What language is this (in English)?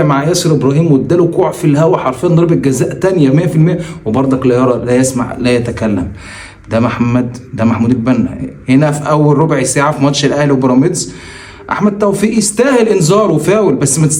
Egyptian Arabic